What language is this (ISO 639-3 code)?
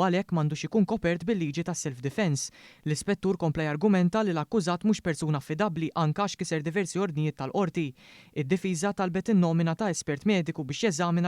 mlt